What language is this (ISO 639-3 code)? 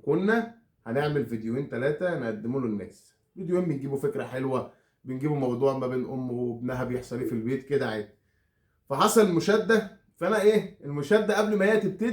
arz